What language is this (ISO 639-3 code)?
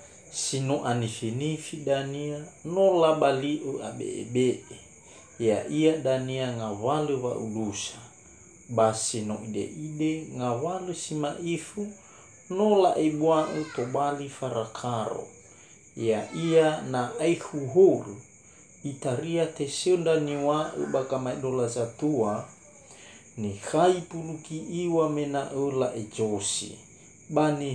nia